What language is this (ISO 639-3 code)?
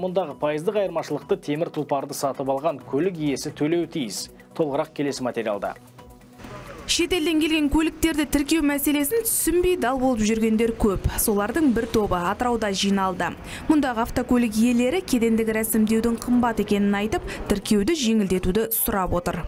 kaz